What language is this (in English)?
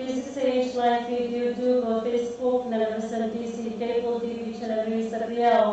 Pohnpeian